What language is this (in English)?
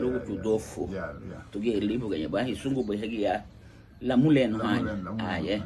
Garifuna